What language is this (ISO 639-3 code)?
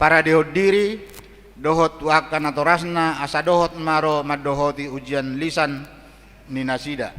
bbc